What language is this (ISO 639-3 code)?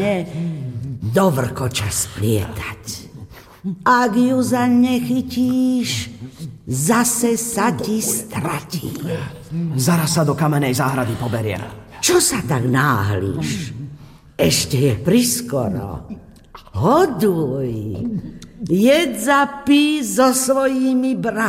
slk